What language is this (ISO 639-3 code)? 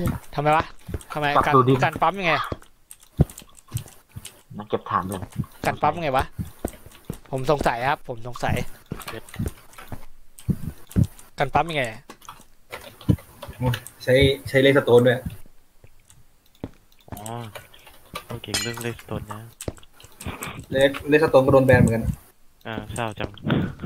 tha